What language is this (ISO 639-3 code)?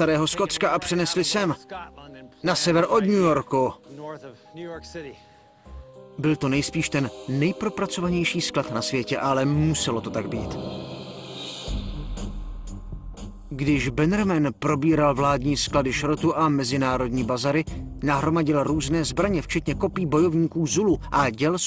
ces